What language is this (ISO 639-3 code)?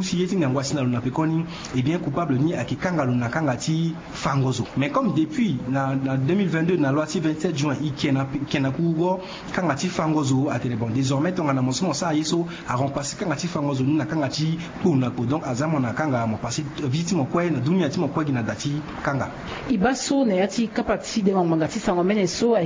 sag